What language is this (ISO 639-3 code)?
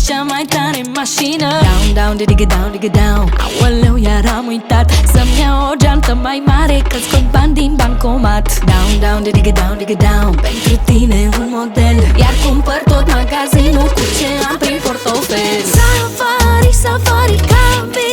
ron